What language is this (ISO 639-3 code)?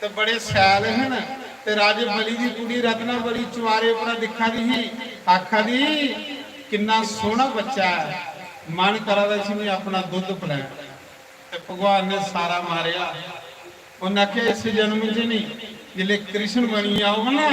doi